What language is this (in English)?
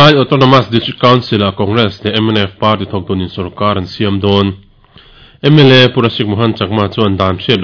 Mizo